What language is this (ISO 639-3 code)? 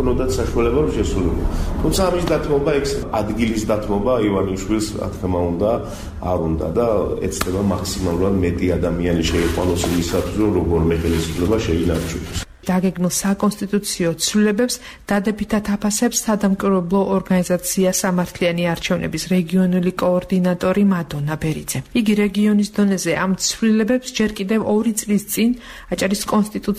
kat